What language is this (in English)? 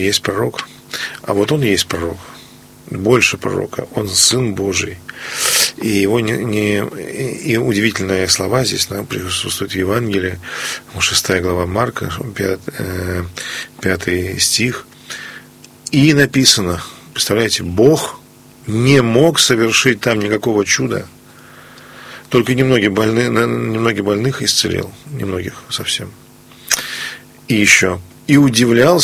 Russian